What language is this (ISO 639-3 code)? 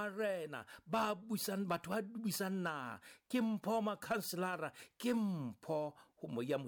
sot